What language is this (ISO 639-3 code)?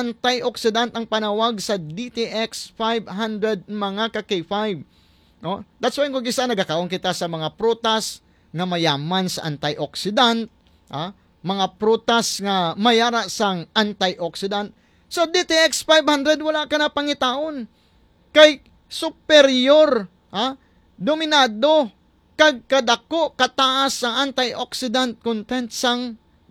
hil